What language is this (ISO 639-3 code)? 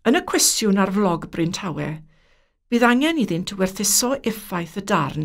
cym